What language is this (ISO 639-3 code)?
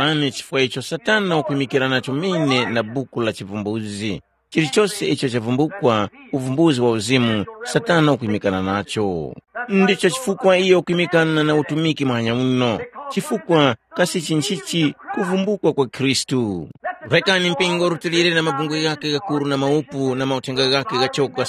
tum